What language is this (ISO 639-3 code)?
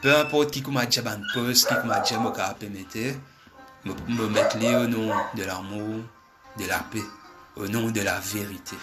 mfe